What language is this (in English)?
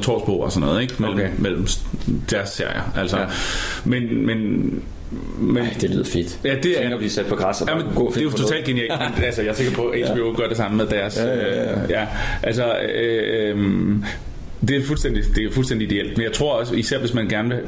Danish